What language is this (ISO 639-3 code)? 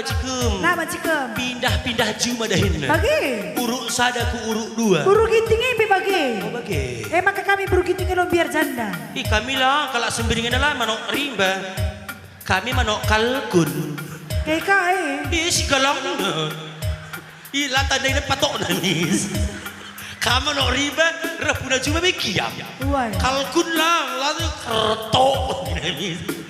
btx